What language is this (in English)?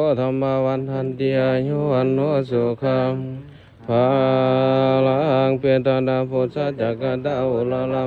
Pali